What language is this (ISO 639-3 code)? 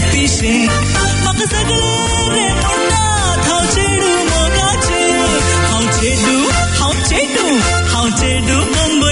kok